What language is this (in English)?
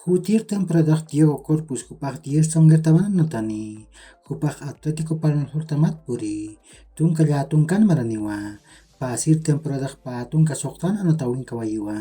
Aymara